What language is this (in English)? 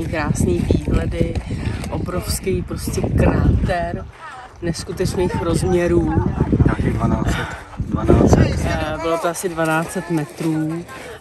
Czech